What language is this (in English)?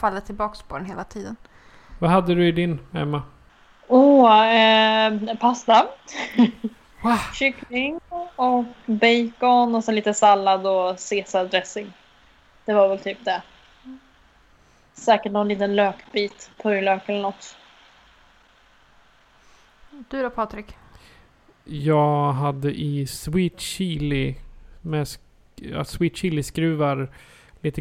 Swedish